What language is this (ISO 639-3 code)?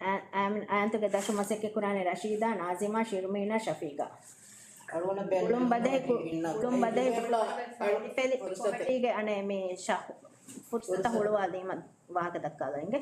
div